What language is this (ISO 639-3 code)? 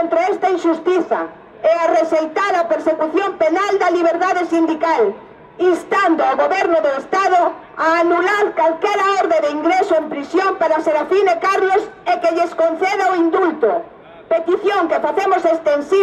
glg